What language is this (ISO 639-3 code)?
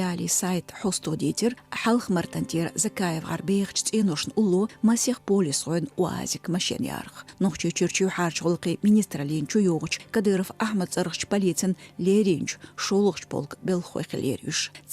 che